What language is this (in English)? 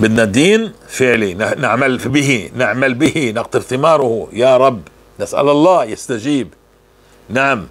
North Levantine Arabic